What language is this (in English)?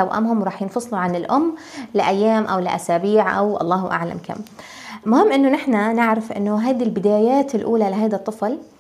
North Levantine Arabic